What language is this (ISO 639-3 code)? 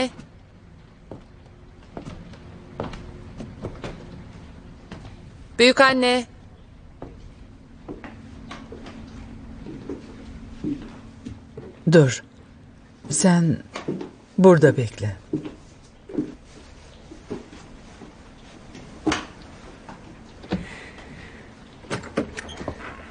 tur